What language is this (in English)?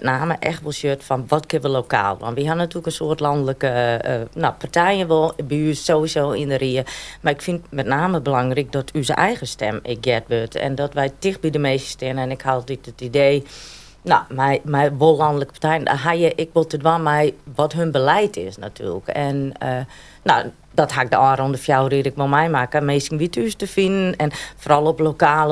Western Frisian